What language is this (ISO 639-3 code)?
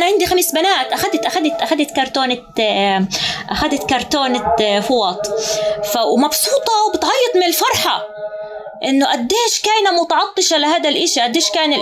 apc